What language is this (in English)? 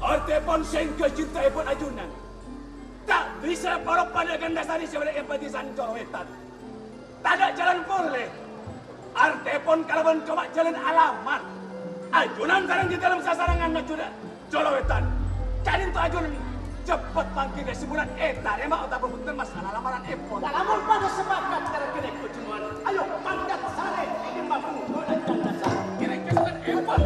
Madurese